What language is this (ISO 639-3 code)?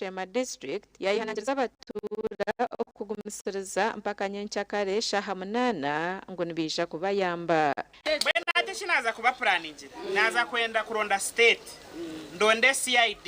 nyn